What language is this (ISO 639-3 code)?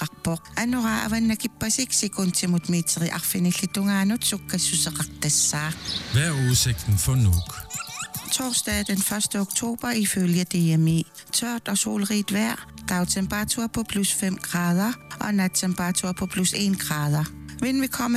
dan